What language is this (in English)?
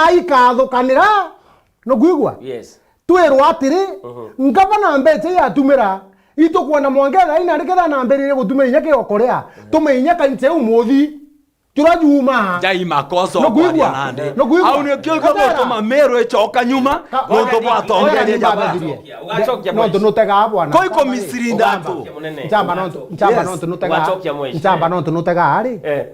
Meru